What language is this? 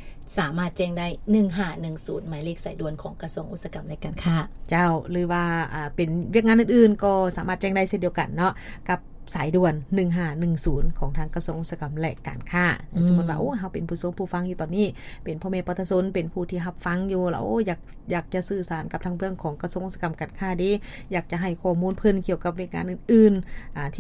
Lao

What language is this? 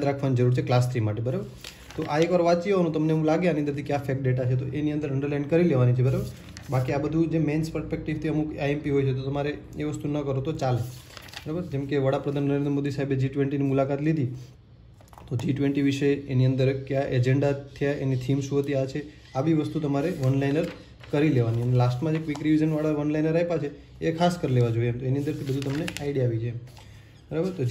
Gujarati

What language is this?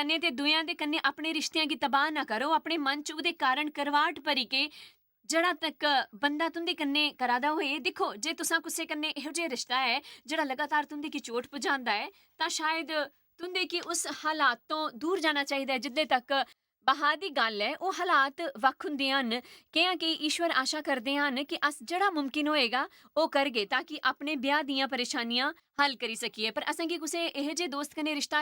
Dogri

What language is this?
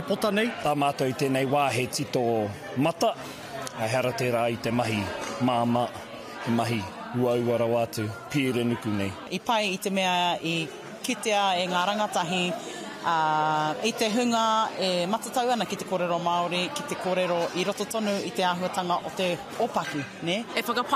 Māori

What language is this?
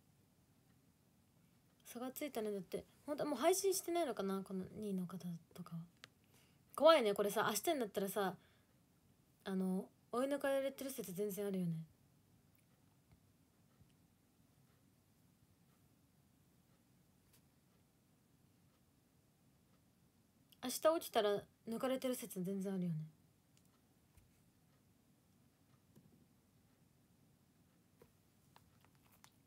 Japanese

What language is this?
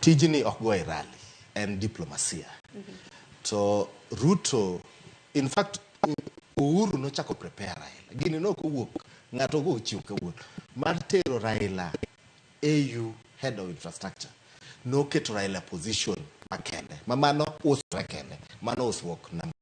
Luo (Kenya and Tanzania)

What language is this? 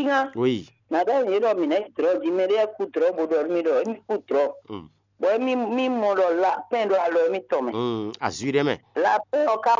Fon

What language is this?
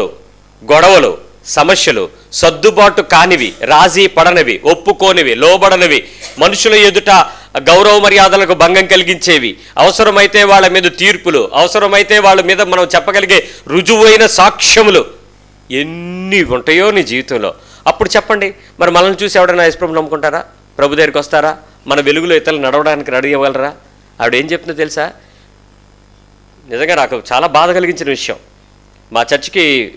Telugu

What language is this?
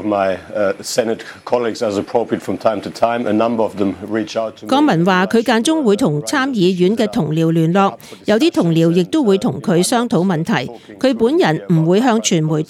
Cantonese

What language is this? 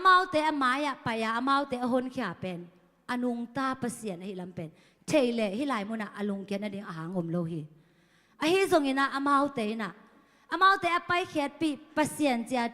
Tedim Chin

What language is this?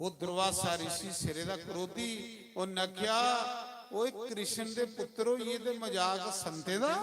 Dogri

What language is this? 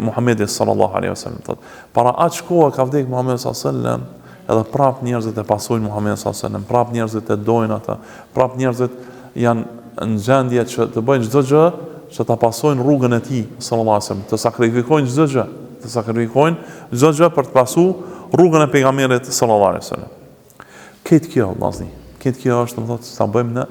Albanian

